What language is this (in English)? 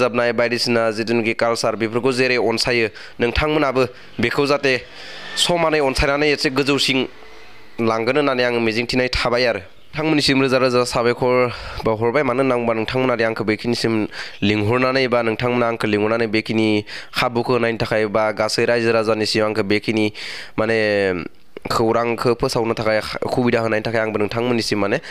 Bodo